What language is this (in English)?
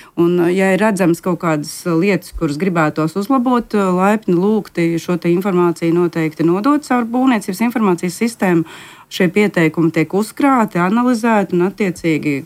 Latvian